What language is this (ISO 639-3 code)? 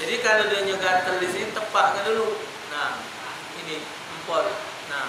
mui